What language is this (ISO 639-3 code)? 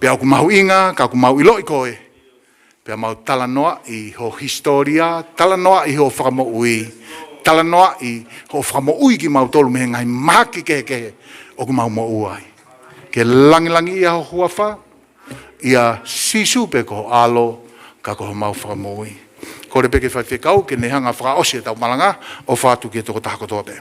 ton